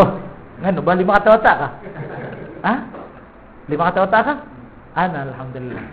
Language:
Maranao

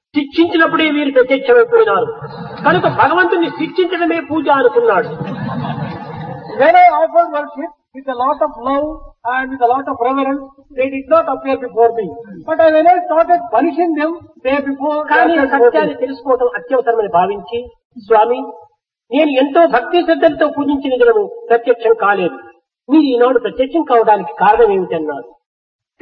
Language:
Telugu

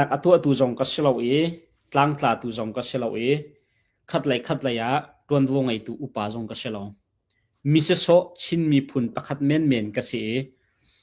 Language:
Hakha Chin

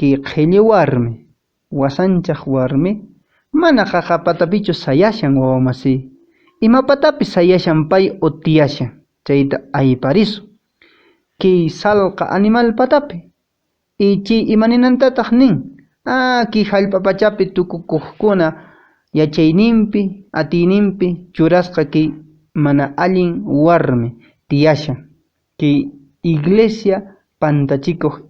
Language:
Quechua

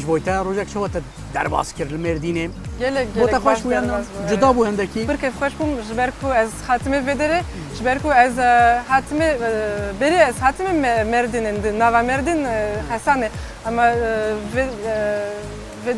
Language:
Kurdish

